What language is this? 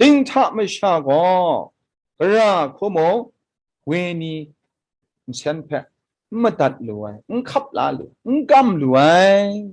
Kachin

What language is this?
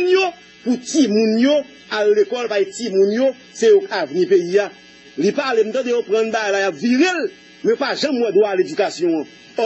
Haitian Creole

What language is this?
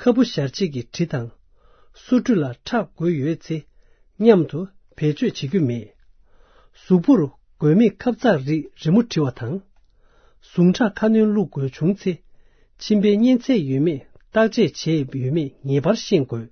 Tibetan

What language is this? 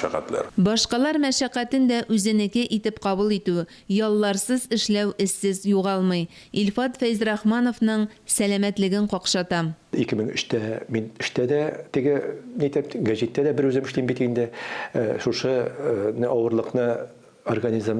Tatar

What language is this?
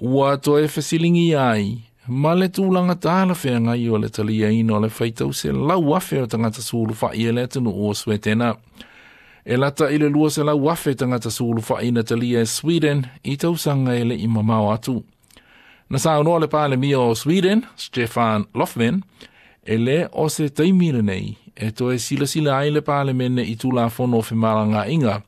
Samoan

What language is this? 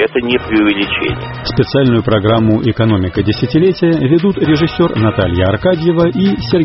Russian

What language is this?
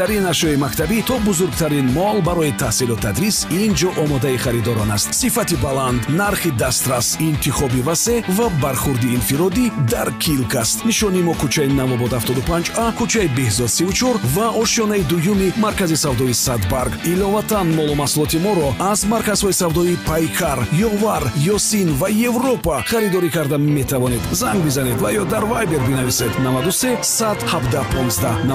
Tajik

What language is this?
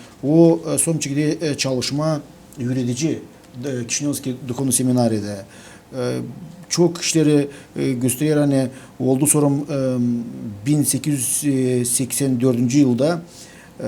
Gagauz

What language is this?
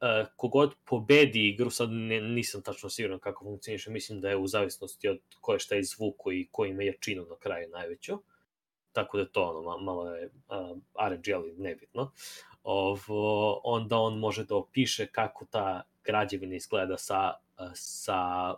Serbian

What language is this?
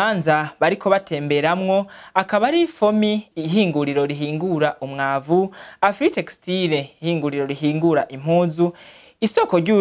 Rundi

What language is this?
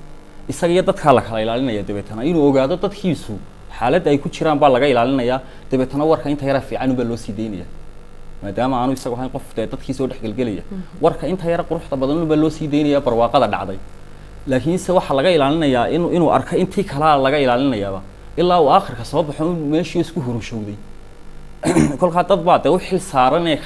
Somali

